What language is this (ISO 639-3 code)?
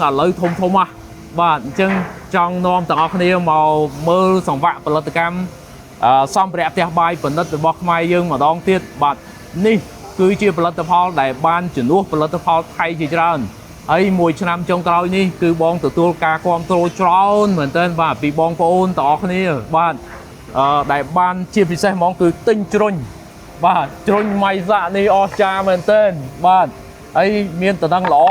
khm